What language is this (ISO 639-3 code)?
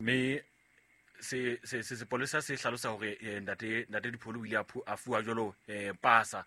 sot